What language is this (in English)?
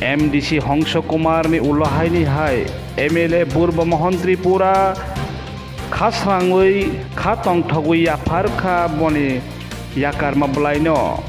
Kok Borok